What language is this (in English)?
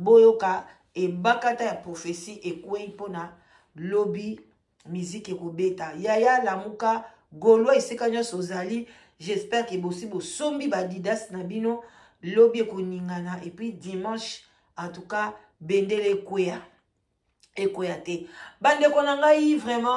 Lingala